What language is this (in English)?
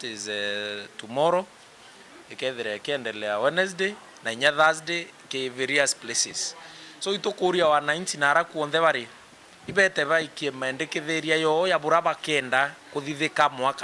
Meru